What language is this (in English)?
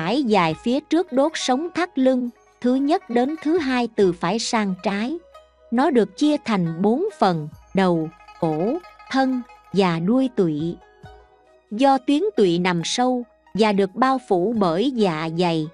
Vietnamese